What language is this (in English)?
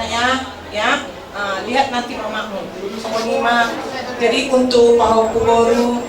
Batak Toba